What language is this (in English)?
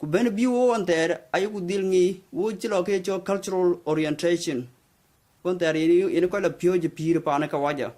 Dinka